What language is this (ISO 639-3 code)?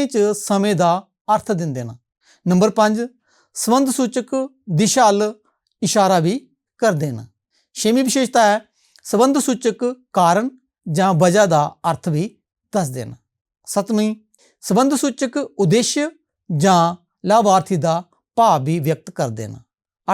doi